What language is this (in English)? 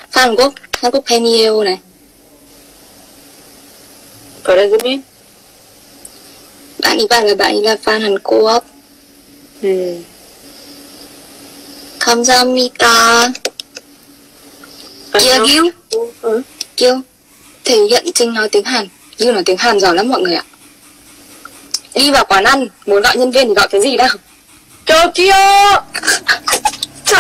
Vietnamese